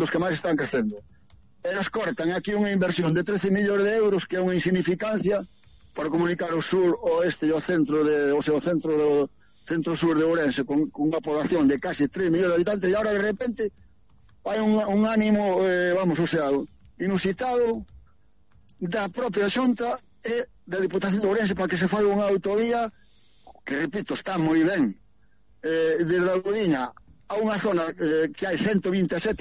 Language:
Galician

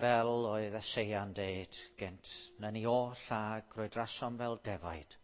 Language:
Welsh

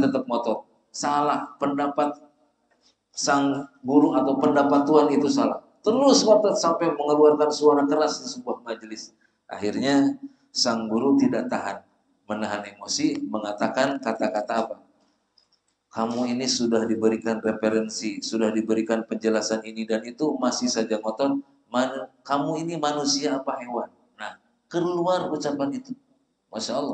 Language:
Indonesian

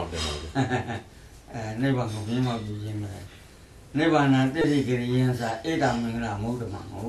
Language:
Burmese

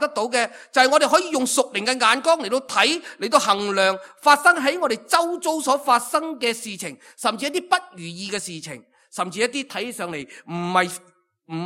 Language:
Cantonese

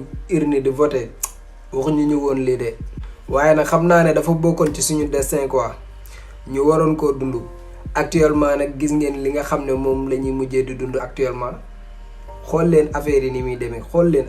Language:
Wolof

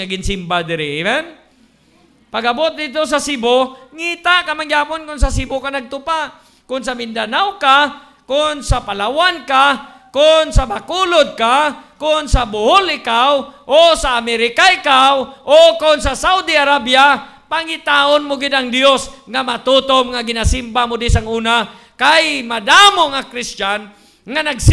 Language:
Hiligaynon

